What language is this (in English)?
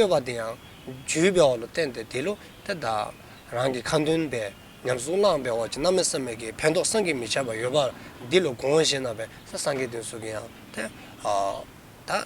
Dzongkha